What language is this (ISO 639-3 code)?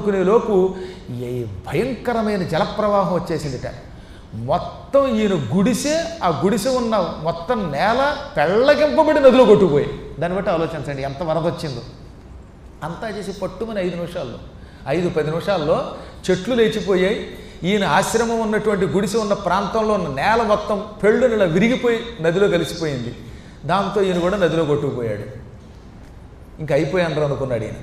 tel